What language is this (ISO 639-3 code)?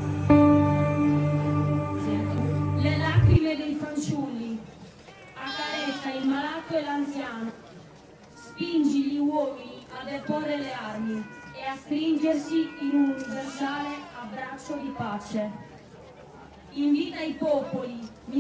ita